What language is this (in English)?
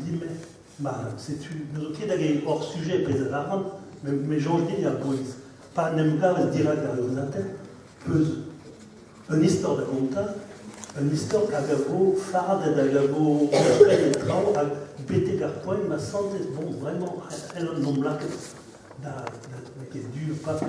Breton